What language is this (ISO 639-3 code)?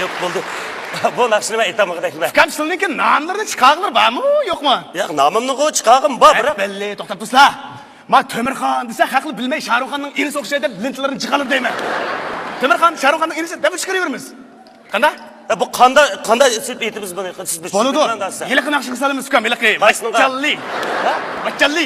uig